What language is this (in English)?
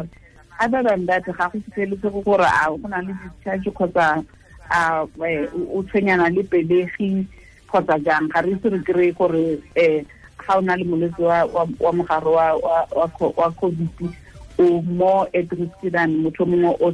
Tswana